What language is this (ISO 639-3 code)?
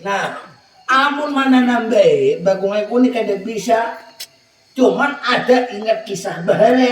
bjn